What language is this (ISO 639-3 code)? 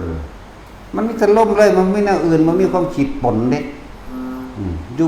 tts